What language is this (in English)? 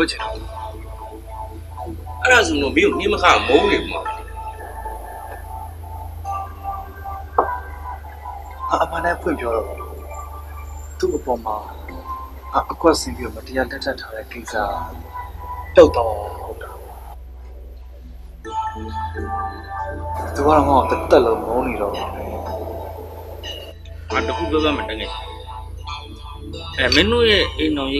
Burmese